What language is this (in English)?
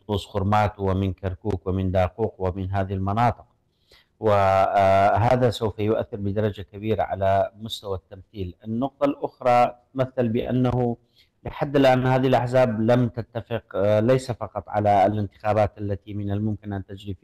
Arabic